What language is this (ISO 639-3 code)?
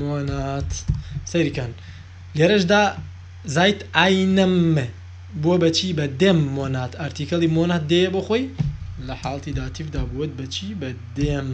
ckb